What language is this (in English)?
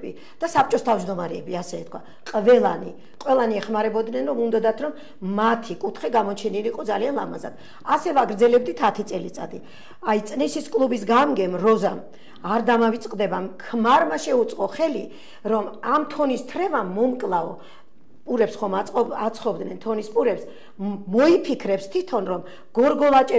Georgian